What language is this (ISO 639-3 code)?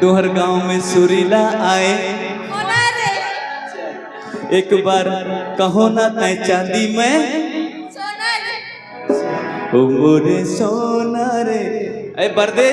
hne